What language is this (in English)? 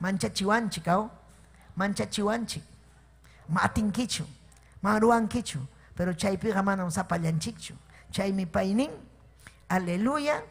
Ayacucho Quechua